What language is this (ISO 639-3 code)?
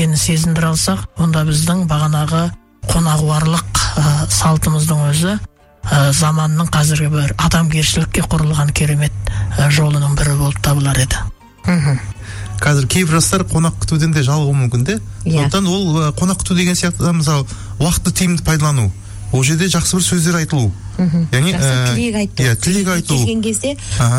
kaz